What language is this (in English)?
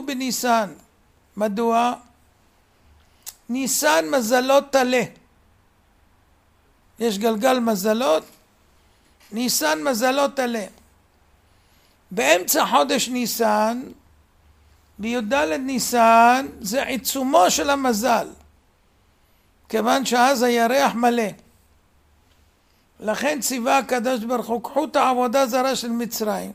Hebrew